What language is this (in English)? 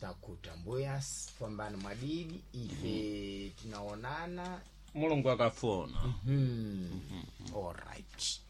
Sena